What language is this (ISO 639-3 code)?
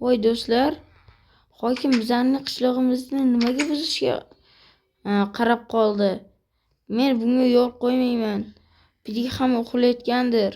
uzb